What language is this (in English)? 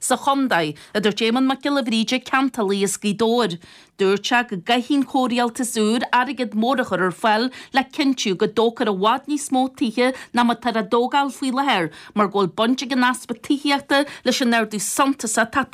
Irish